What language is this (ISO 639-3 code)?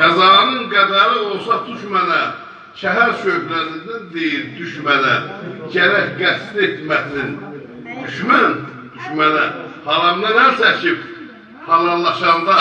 azb